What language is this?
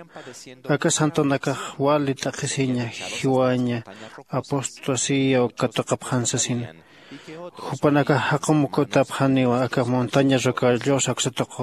Aymara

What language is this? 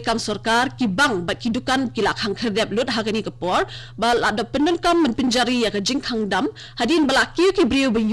Khasi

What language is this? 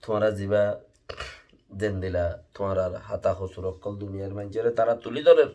Rohingya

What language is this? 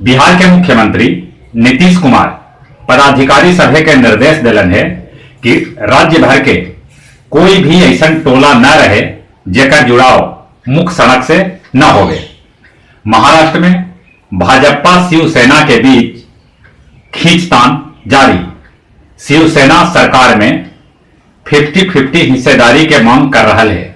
Magahi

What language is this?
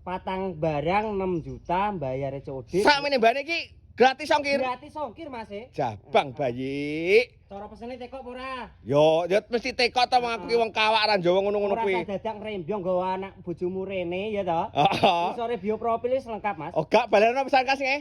Javanese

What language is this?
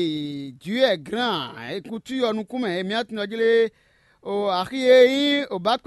Fon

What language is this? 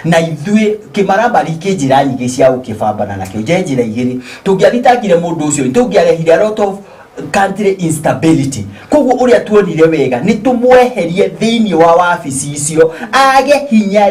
Kikuyu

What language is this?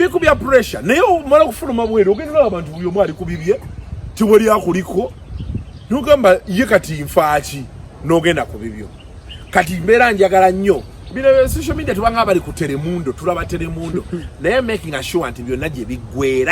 Ganda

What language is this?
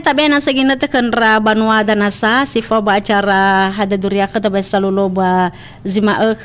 Nias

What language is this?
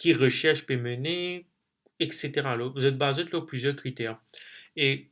Morisyen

